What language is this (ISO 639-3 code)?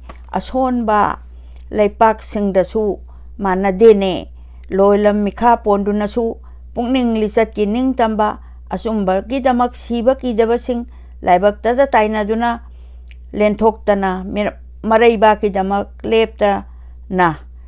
mni